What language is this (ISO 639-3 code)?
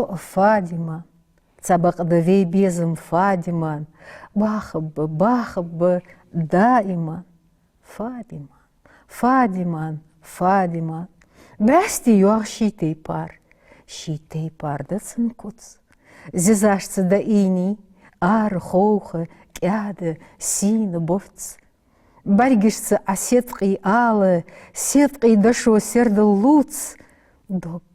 inh